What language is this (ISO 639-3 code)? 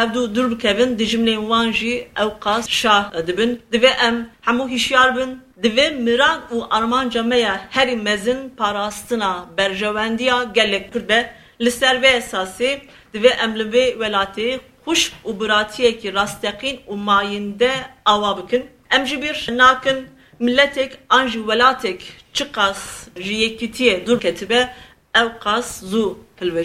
kur